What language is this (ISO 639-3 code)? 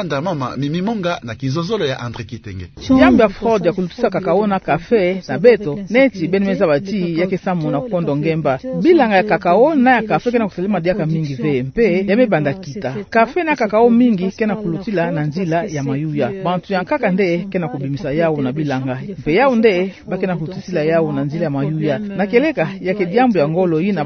ktu